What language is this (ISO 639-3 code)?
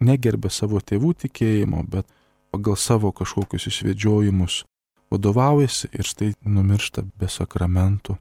lit